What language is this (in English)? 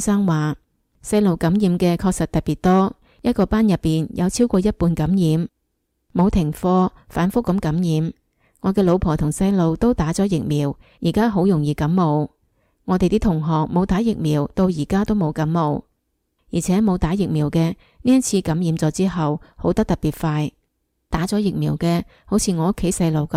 Cantonese